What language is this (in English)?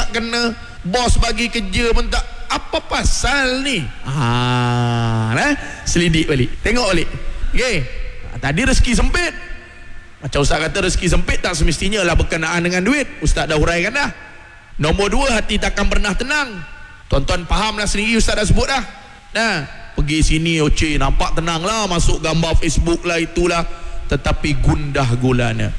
Malay